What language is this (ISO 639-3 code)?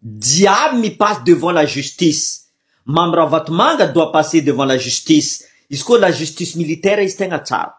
mlg